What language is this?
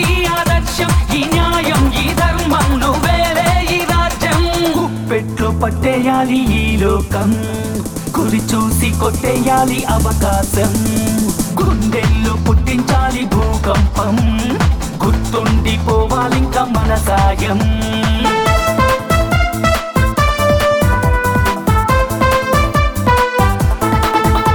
Telugu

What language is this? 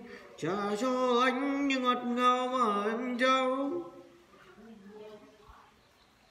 Vietnamese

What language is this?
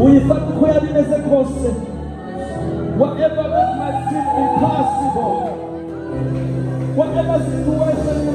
Kinyarwanda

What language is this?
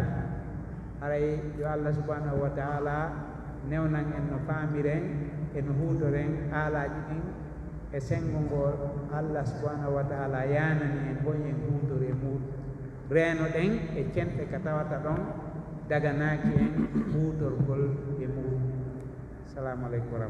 Pular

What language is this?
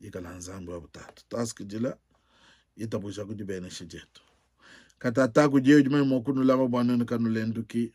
Luba-Lulua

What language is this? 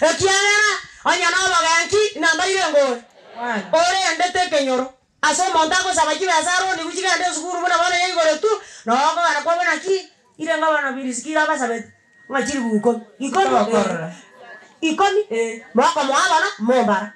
Gusii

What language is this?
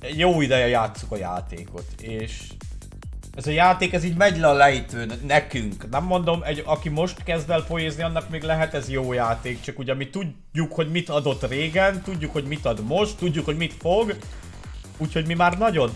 Hungarian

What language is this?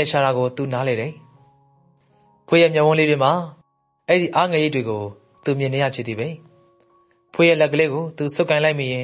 Burmese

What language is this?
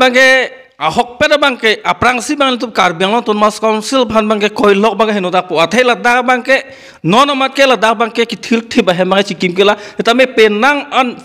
Karbi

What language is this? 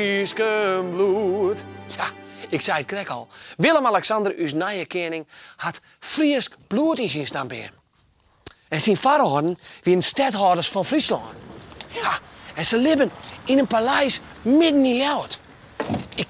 Western Frisian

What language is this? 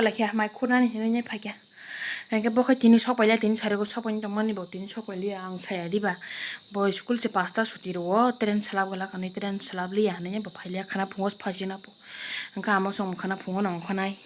Kok Borok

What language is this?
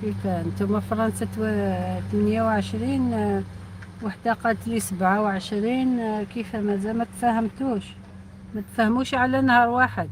Algerian Arabic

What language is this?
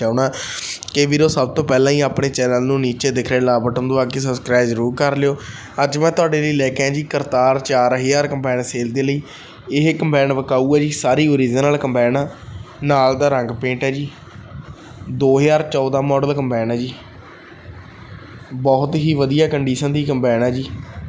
Punjabi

